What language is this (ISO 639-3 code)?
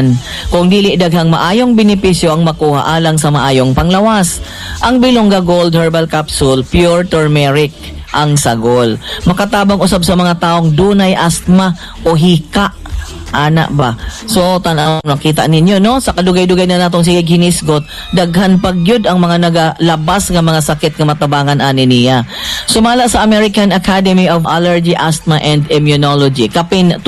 ceb